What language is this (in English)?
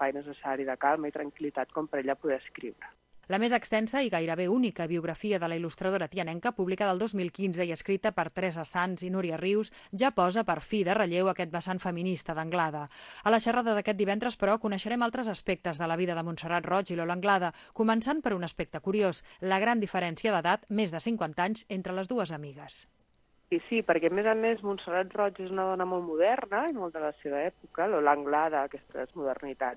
Catalan